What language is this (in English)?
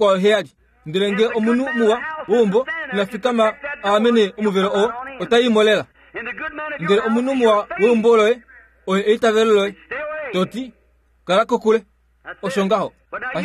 Kuanyama